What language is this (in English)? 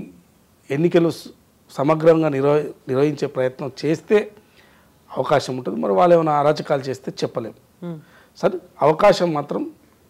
Telugu